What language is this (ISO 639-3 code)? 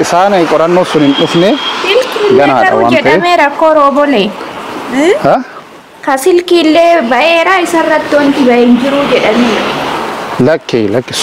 orm